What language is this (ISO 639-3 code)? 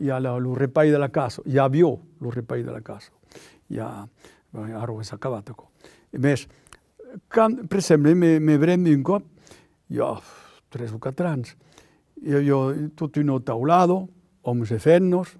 oci